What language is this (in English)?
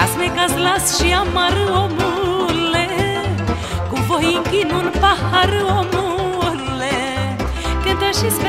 Romanian